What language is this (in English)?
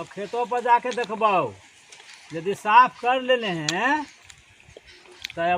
Magahi